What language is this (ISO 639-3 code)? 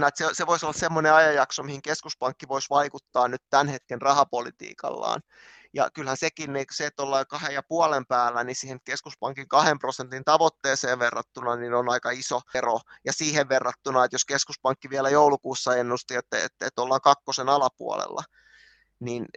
fin